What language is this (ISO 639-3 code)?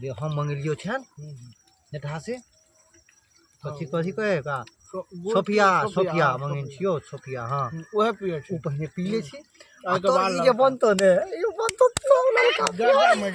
mai